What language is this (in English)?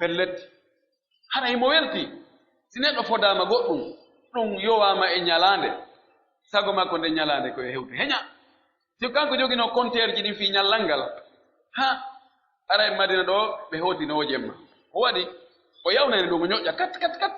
Pular